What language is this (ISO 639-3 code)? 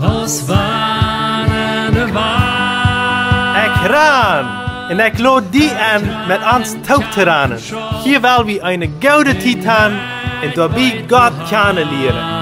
pdt